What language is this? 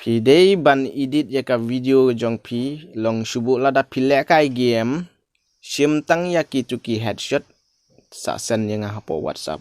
Khasi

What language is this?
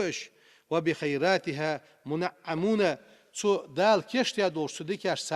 Ingush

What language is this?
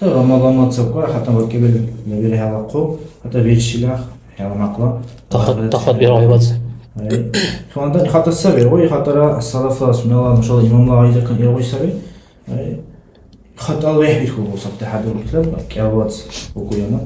Dargwa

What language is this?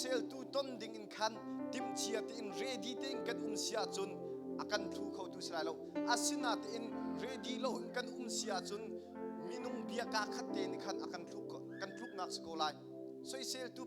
Hakha Chin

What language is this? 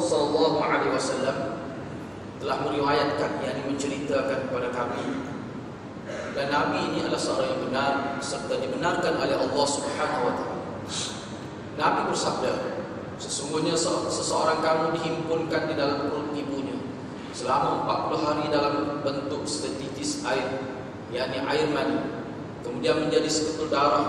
Malay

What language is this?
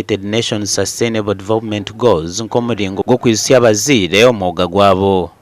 Nyankole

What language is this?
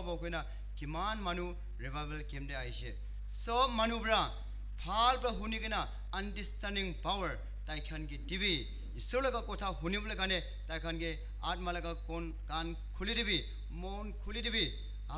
Naga Pidgin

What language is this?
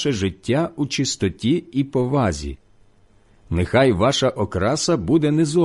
Ukrainian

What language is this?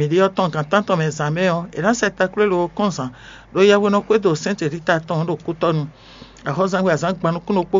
Fon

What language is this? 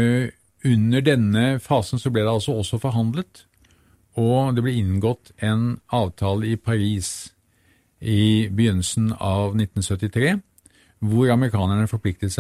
Norwegian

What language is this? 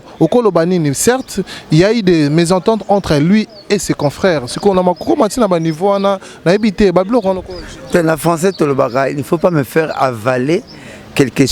Lingala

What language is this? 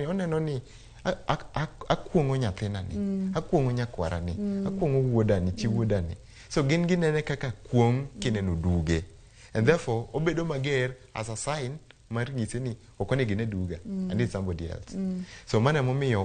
Luo (Kenya and Tanzania)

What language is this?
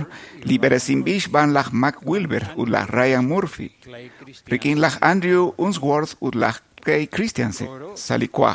Kekchí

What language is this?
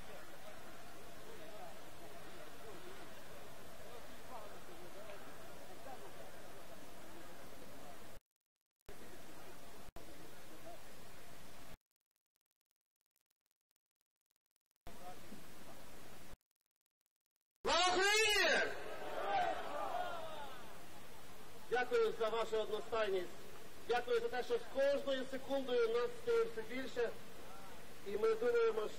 Ukrainian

